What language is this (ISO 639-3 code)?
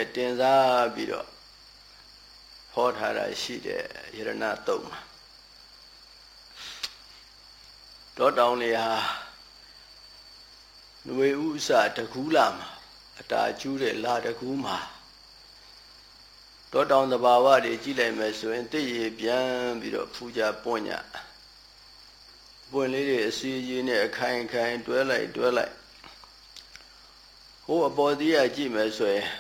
mya